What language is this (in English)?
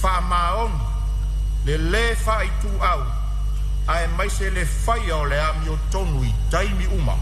Samoan